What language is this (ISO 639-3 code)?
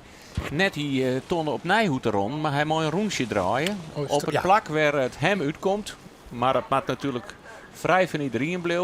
fry